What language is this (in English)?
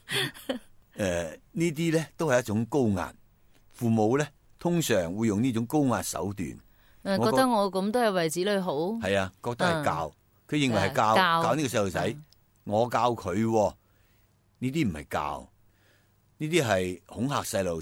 Cantonese